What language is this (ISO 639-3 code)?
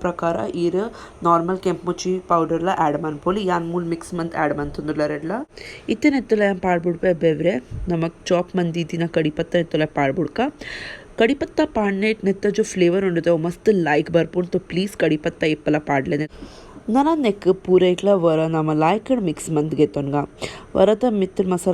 tcy